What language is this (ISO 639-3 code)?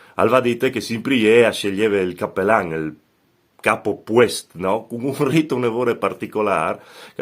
fur